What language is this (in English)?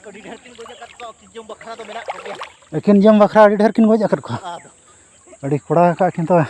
Santali